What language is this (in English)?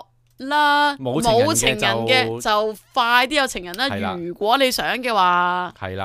Cantonese